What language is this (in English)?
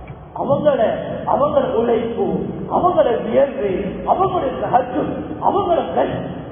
Tamil